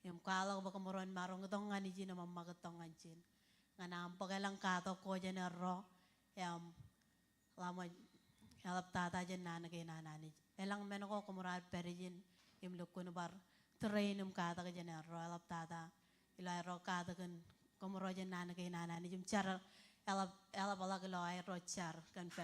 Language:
Marshallese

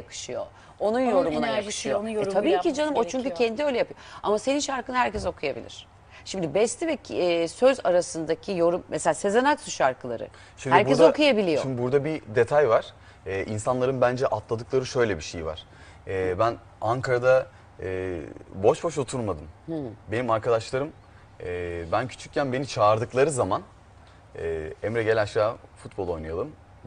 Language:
Turkish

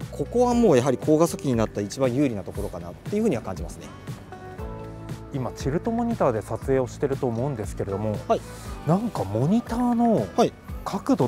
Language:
Japanese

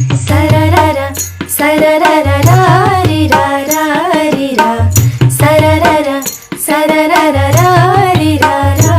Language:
Chhattisgarhi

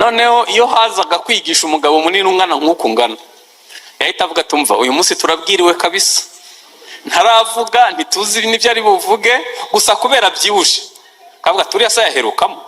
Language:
Kinyarwanda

